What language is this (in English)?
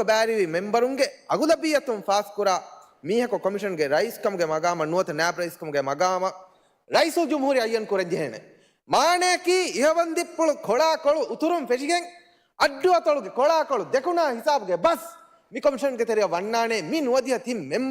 Divehi